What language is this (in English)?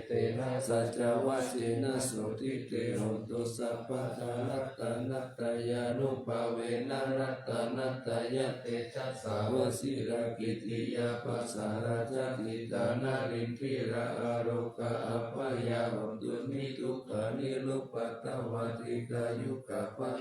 Pali